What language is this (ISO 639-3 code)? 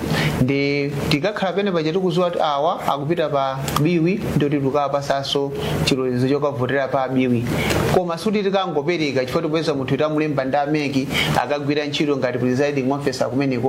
nya